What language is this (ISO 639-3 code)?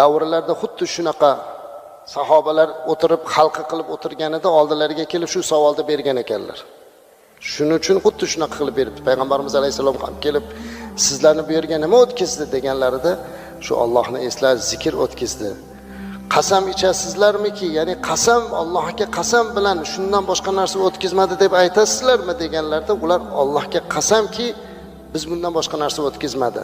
uzb